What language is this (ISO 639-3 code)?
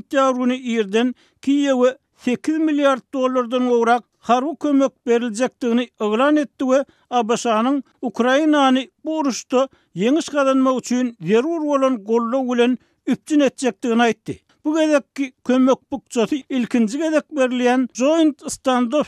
tuk